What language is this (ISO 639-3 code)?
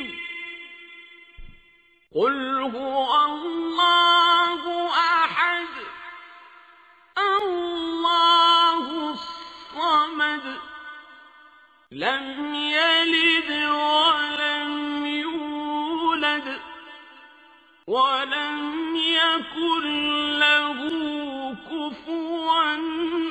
ara